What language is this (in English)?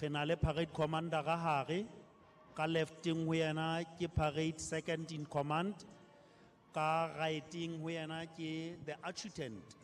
Southern Sotho